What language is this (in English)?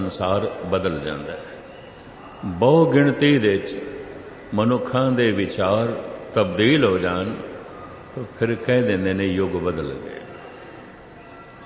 Punjabi